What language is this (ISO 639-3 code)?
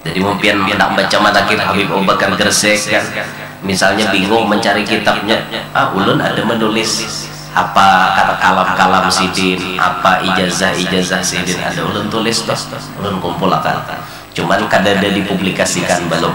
bjn